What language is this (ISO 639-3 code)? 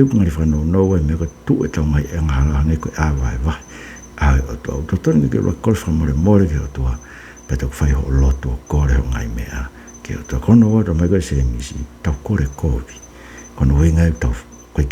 ton